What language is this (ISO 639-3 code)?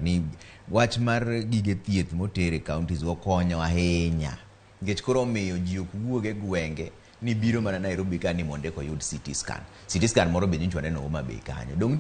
luo